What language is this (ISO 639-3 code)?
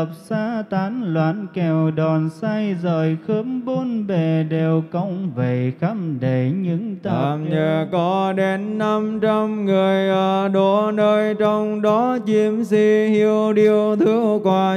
vie